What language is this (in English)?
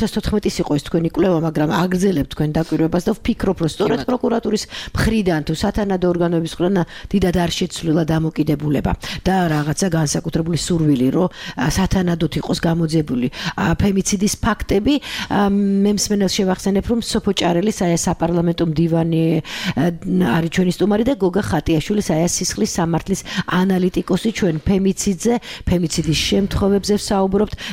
Georgian